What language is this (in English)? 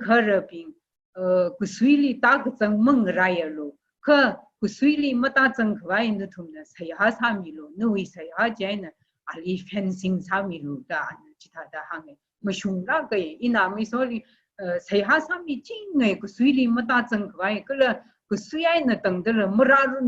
Tangkhul Naga (India)